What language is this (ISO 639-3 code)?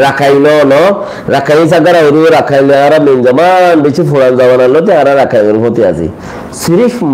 rhg